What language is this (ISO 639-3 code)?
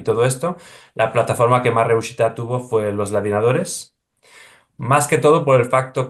lad